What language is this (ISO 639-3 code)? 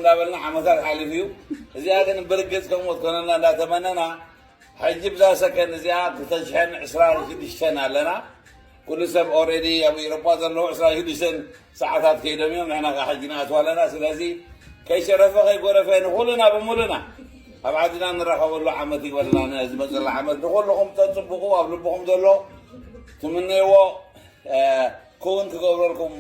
tir